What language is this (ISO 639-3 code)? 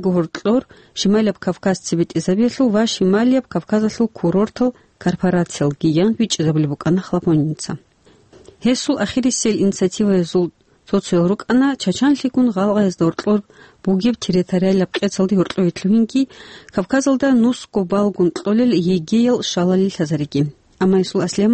ava